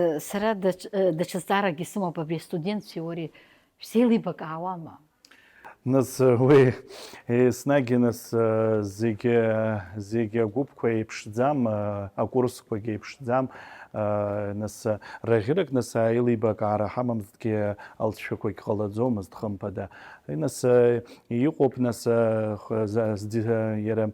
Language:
Abkhazian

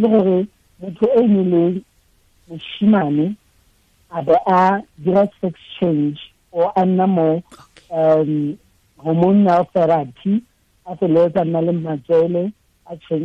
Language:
Tswana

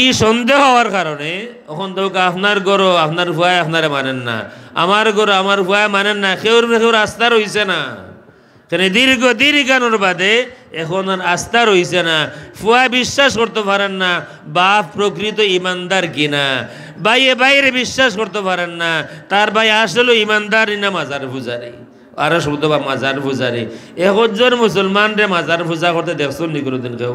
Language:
Sylheti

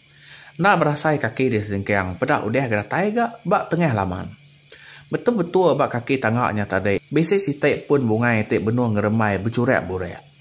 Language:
Iban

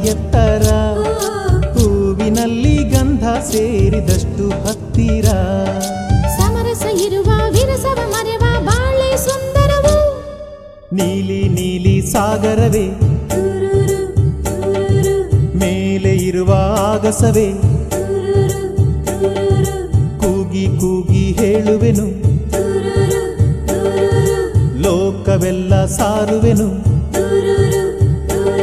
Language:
Kannada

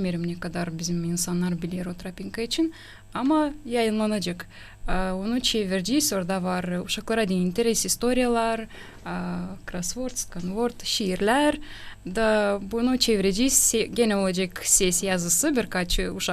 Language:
Gagauz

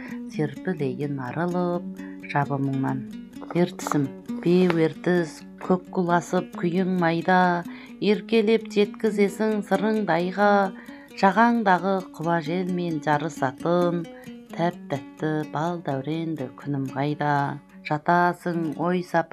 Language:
Kazakh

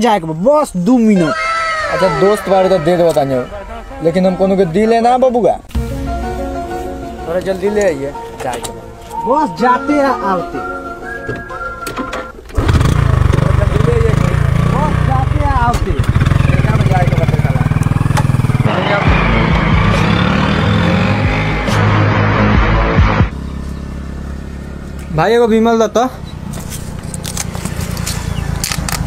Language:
Bhojpuri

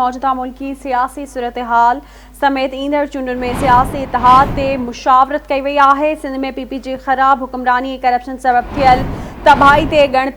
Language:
Sindhi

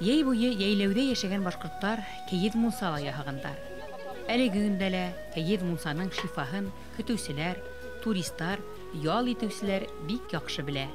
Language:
Bashkir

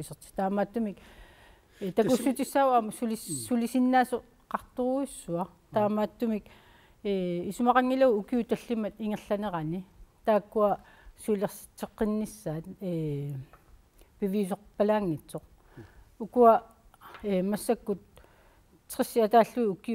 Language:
Kalaallisut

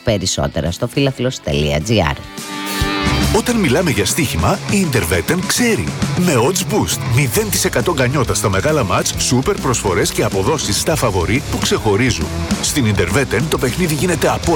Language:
Greek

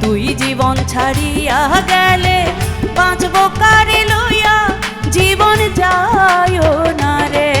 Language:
Sylheti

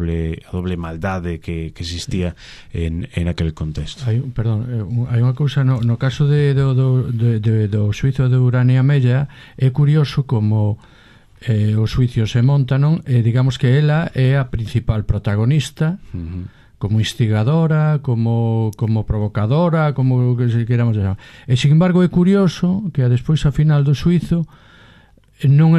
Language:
Galician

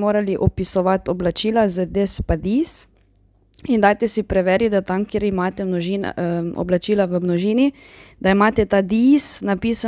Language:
Slovenian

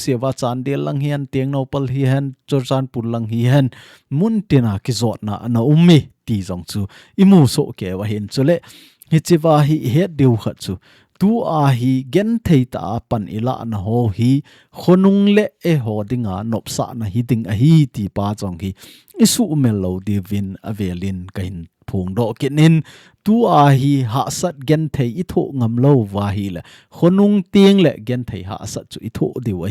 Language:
Thado Chin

